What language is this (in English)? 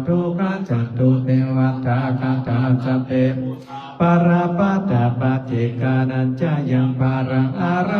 Pali